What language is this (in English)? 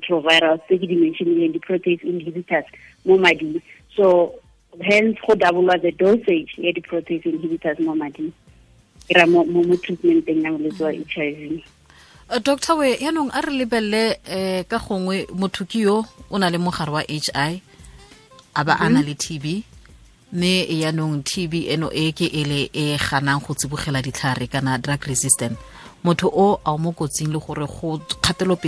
Tswana